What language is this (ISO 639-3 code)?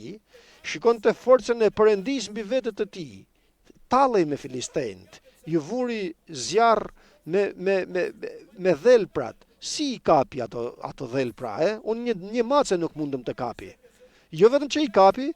sqi